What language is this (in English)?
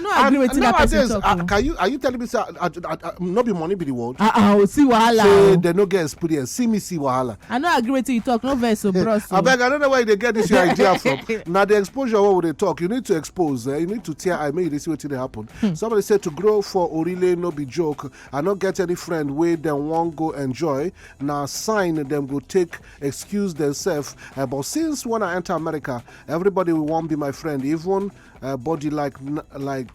Nigerian Pidgin